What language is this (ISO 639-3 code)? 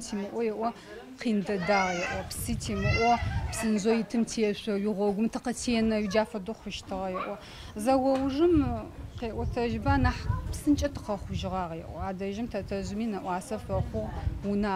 ady